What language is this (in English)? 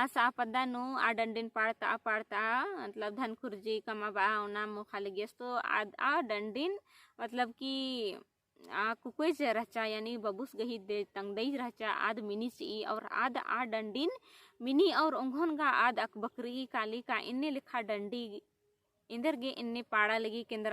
Kurukh